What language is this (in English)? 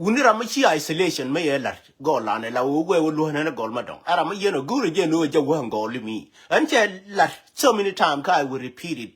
Nuer